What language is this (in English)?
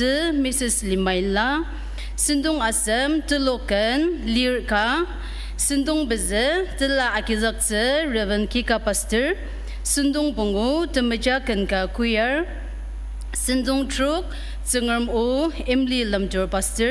Ao Naga